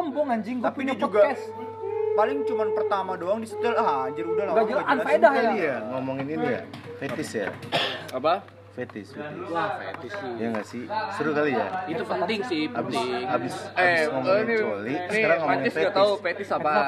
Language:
Indonesian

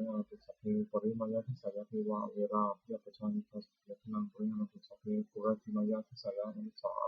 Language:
Pali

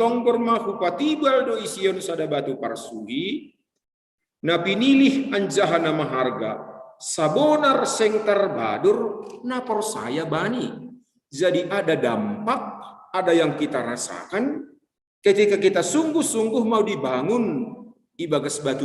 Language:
Batak Simalungun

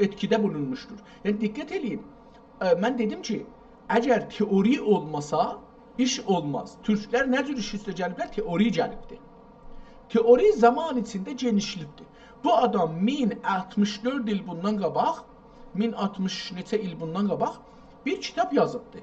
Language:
South Azerbaijani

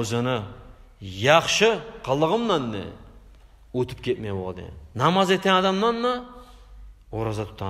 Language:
Kumyk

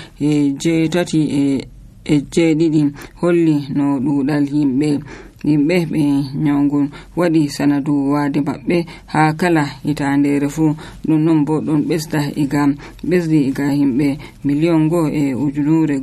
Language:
Nigerian Fulfulde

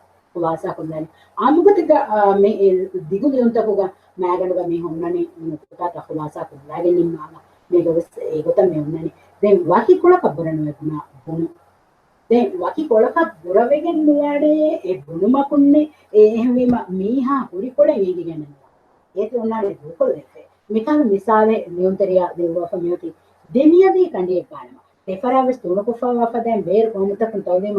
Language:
Divehi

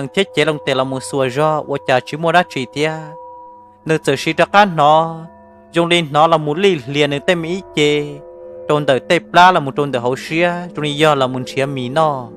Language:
Hmong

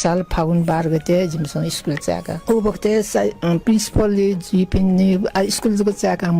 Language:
Newari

